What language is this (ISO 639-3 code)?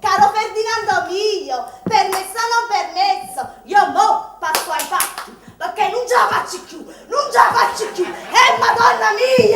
nap